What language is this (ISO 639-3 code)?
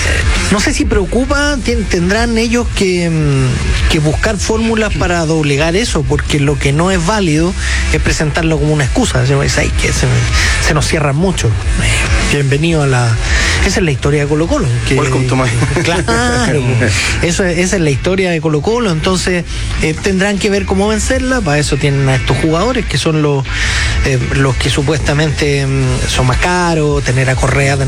spa